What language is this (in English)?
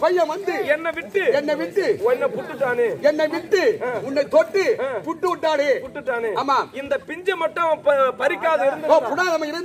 Tamil